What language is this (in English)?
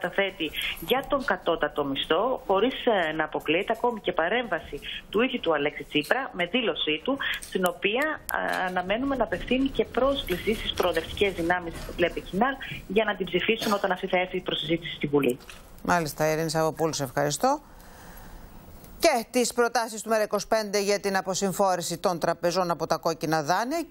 Greek